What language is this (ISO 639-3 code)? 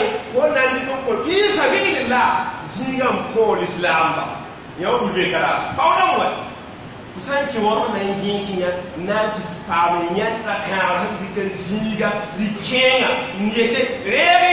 mos